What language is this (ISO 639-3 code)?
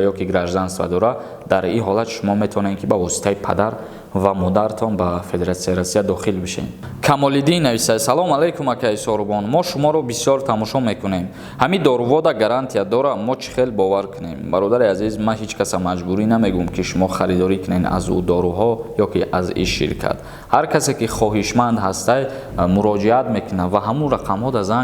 tgk